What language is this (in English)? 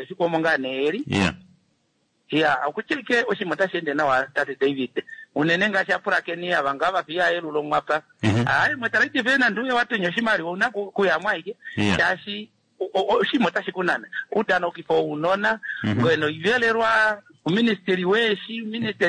Kuanyama